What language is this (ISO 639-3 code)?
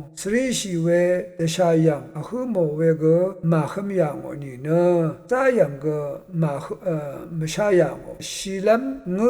raw